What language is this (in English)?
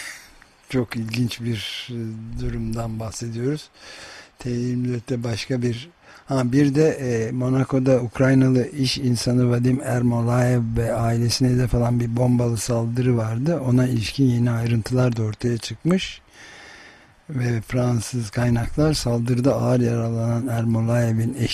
Turkish